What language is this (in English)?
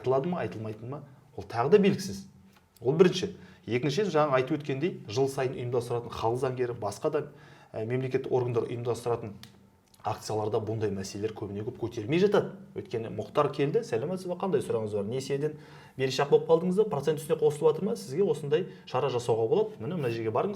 Kazakh